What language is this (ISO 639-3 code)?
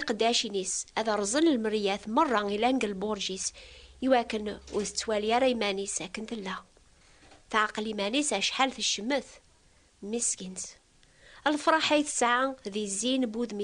kab